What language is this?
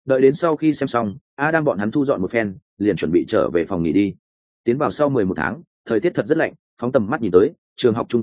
Vietnamese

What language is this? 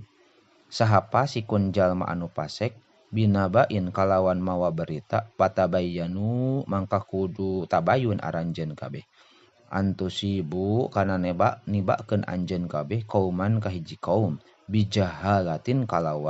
Sundanese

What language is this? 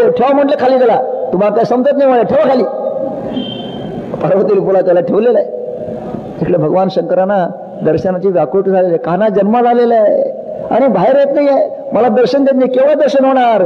Marathi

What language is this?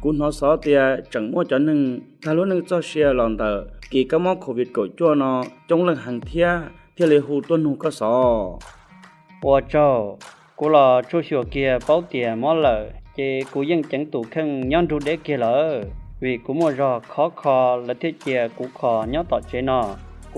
Hmong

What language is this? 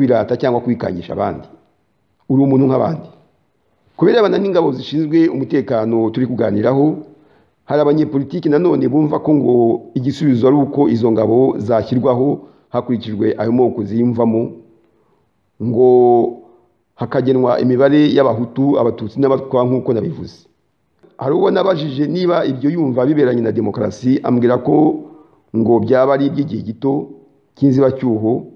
Kinyarwanda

